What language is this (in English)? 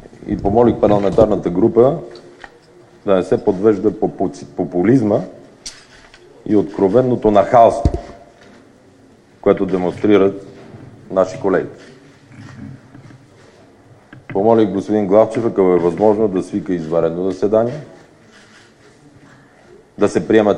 Bulgarian